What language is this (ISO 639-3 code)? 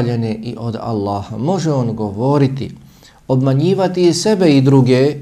bos